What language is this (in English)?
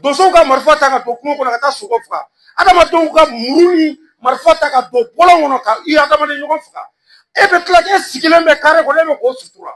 Bambara